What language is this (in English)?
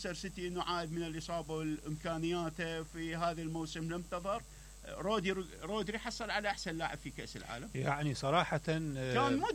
Mesopotamian Arabic